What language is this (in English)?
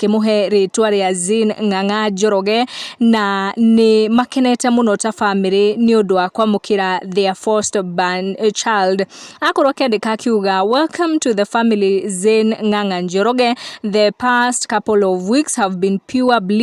Kikuyu